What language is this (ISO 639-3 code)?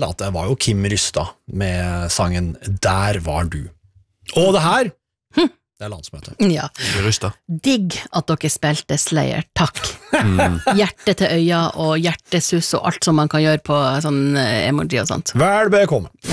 nor